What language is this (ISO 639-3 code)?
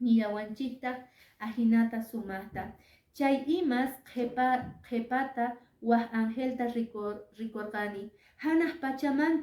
que